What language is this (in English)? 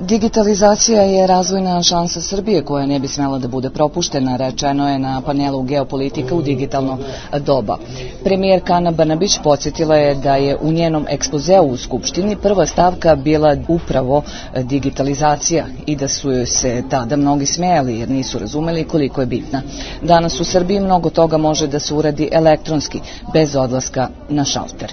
Serbian